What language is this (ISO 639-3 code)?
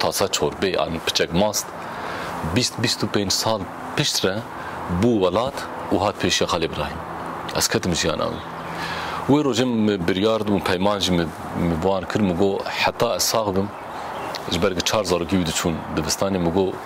kur